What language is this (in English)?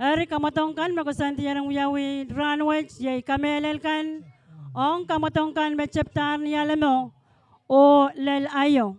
Pohnpeian